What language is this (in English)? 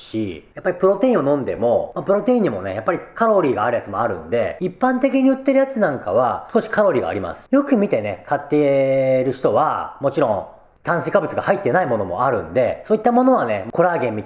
Japanese